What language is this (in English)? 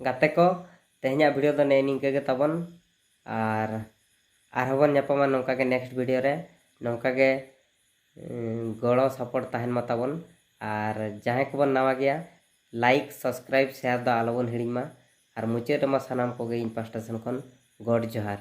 Santali